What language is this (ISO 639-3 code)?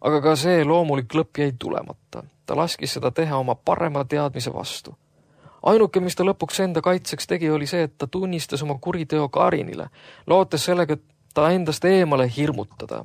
est